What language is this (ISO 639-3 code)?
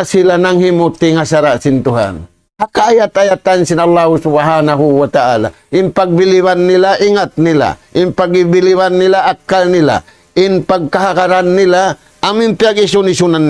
tsg